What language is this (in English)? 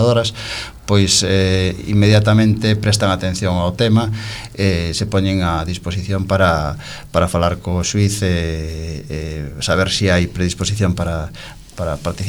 Galician